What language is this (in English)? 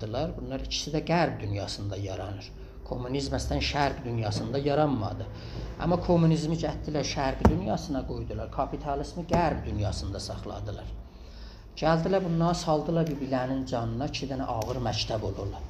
South Azerbaijani